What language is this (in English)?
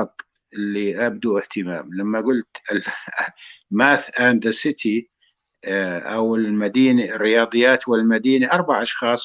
North Levantine Arabic